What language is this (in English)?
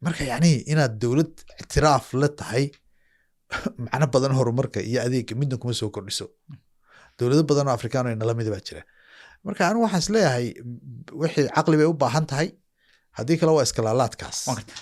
Somali